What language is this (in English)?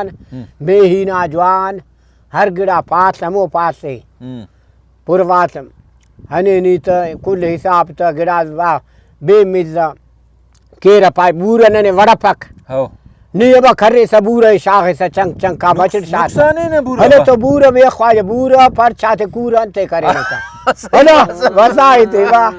Brahui